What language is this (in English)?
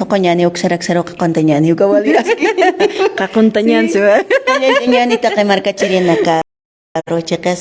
Aymara